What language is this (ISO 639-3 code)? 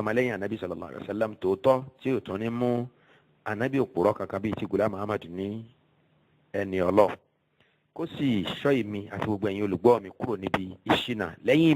yor